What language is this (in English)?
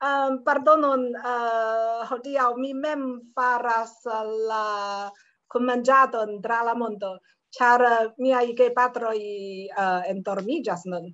Esperanto